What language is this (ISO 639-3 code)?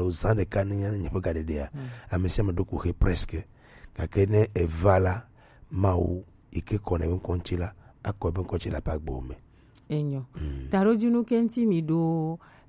gej